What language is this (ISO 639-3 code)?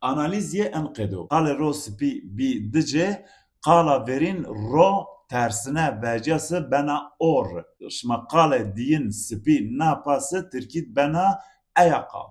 zza